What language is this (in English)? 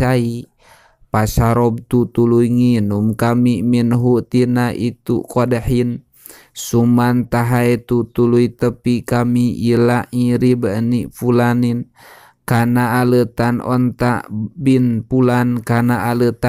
Sundanese